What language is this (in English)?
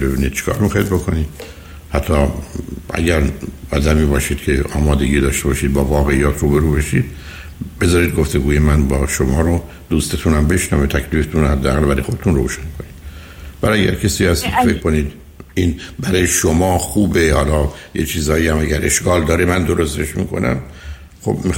Persian